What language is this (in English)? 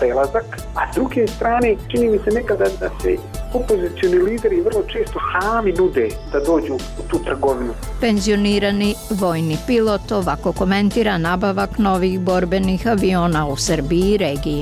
Bosnian